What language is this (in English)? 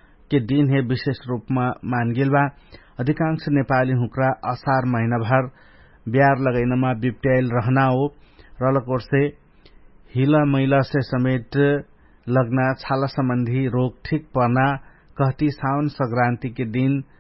Dangaura Tharu